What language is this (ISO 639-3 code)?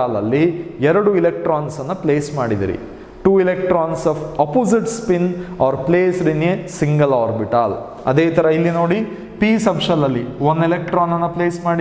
kan